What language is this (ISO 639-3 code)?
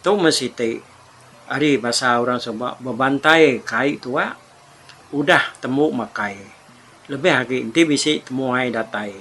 iba